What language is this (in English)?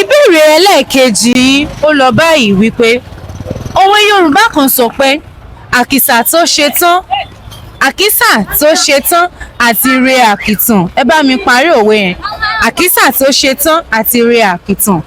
Yoruba